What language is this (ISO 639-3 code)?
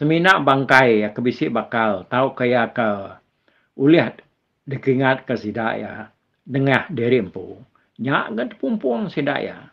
iba